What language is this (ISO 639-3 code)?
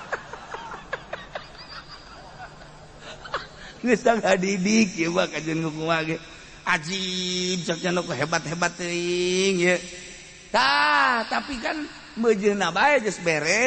sun